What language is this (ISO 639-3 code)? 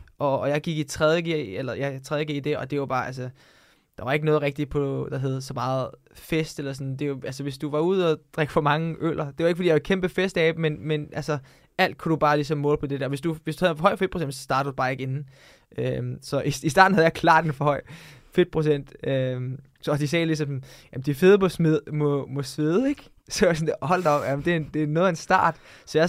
dan